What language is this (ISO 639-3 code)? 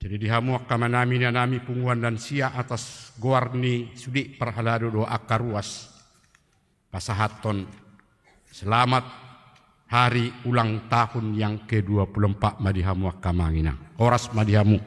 bbc